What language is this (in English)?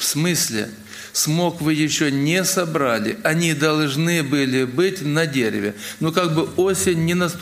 Russian